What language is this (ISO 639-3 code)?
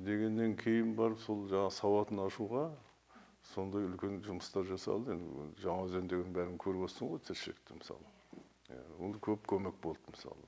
kaz